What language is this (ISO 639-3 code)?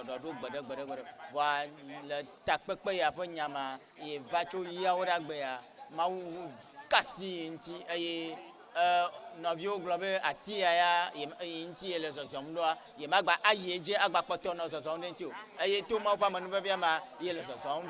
ewe